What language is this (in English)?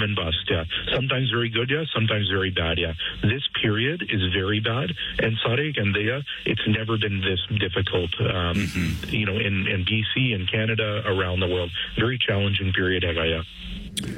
Punjabi